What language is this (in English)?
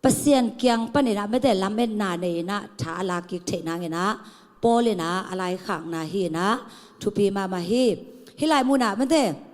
Tedim Chin